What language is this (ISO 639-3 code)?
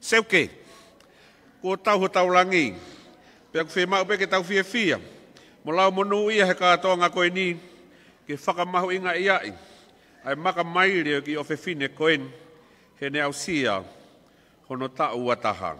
ton